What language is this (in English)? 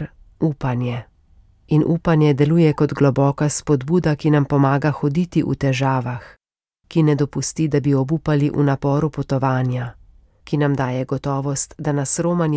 Slovenian